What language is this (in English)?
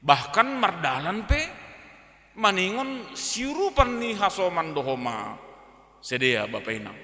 Batak Simalungun